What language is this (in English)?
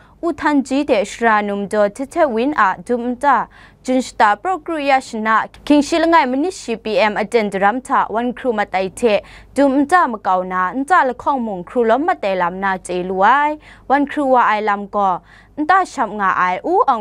Kachin